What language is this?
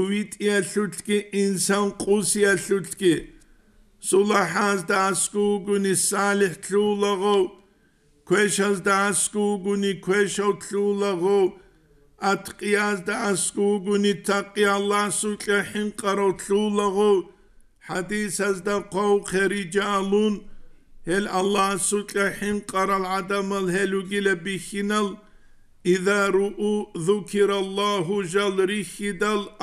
Avaric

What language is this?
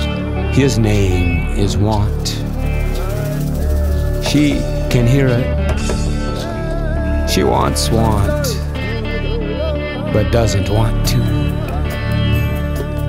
English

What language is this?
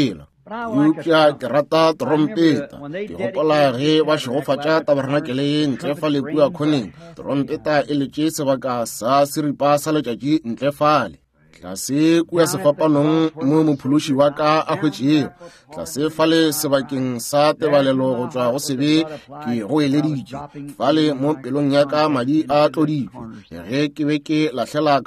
Northern Sotho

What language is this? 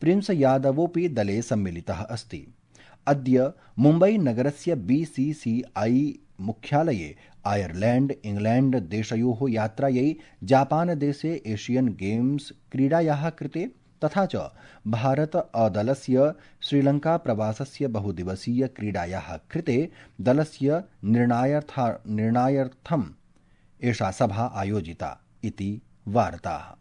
Sanskrit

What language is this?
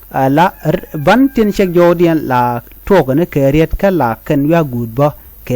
Nuer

